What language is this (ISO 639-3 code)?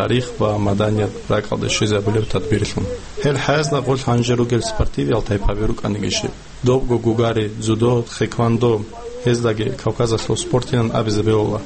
ava